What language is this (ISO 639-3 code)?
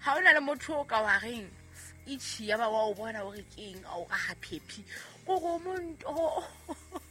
sot